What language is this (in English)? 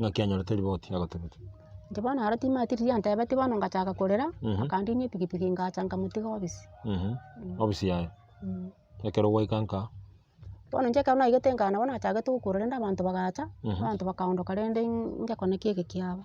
Gusii